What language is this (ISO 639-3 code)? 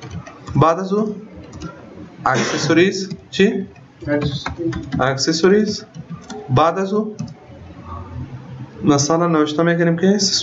fas